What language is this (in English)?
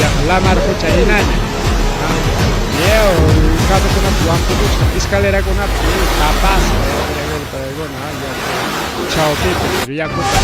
Ayacucho Quechua